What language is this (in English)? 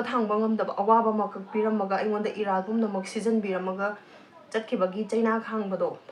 Manipuri